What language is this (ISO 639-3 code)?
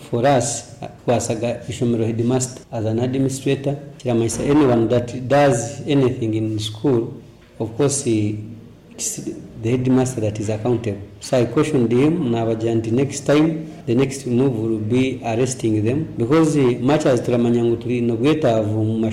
nyo